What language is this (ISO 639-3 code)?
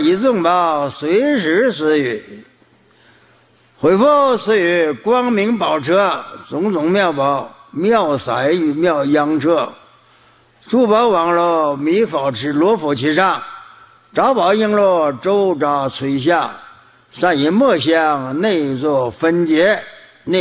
zho